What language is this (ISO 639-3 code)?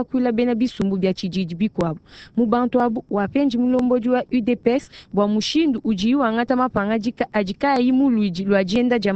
lua